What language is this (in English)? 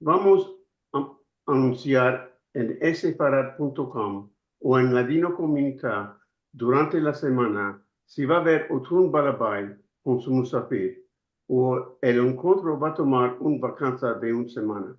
Ladino